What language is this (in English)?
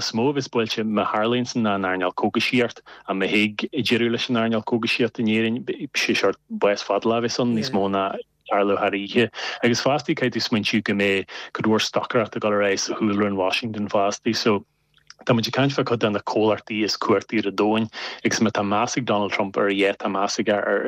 Irish